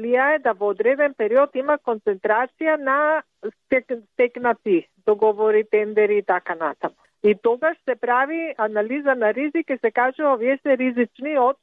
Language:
Macedonian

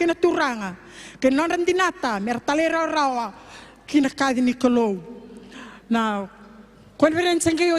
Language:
Fijian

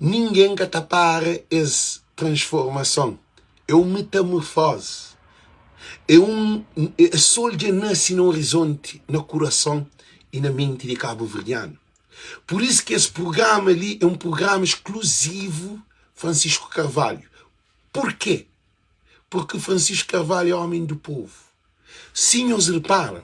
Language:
Kabuverdianu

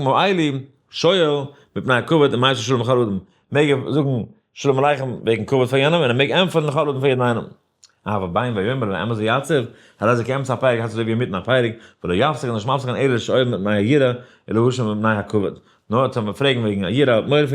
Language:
Yiddish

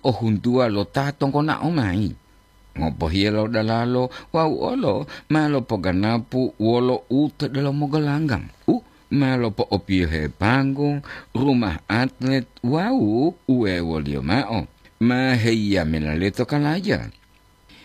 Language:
Gorontalo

